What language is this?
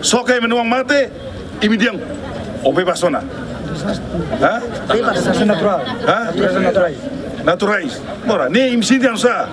Tetum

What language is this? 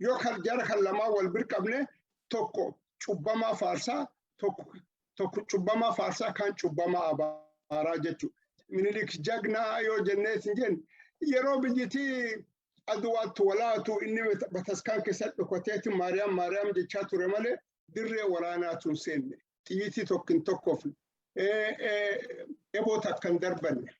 Oromo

